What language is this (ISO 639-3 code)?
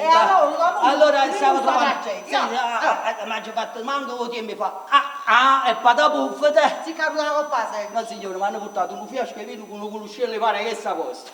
nap